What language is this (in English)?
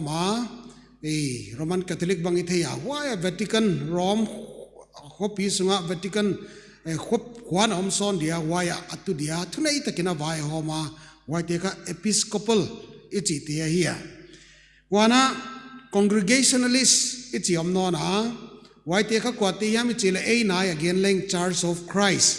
Paite Chin